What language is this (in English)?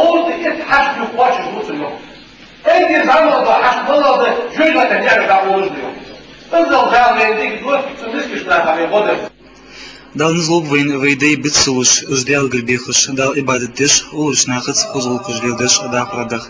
Ingush